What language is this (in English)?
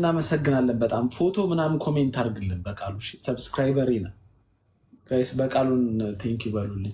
Amharic